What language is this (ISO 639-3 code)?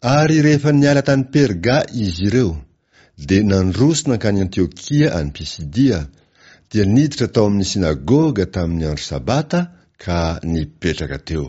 mlg